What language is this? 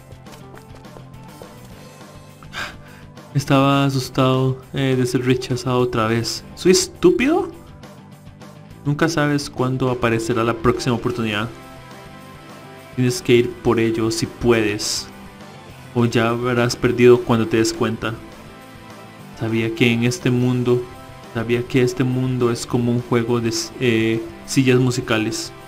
Spanish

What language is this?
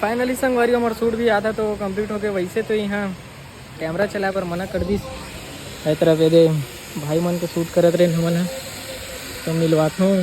Chhattisgarhi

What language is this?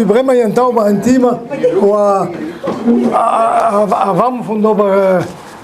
Breton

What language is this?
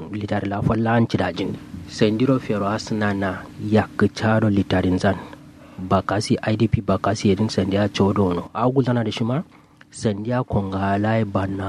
Kanuri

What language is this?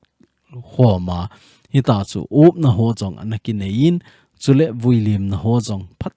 Thado Chin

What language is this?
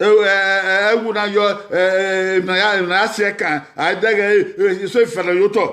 Bini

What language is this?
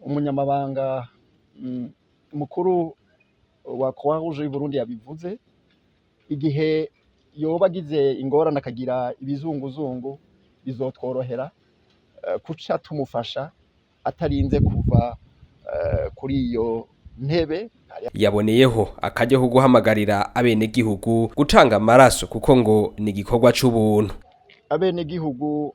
Rundi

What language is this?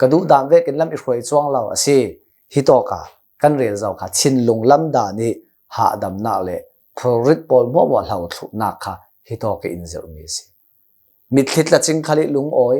Hakha Chin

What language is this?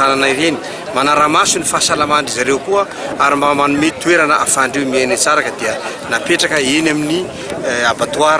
Malagasy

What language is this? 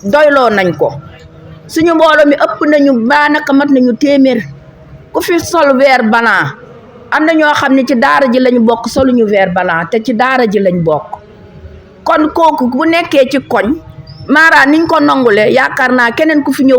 Wolof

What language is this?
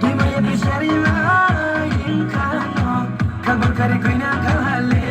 Riang (India)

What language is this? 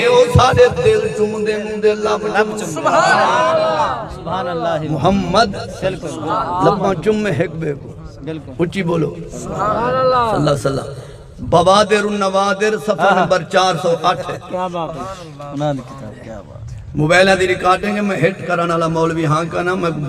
Saraiki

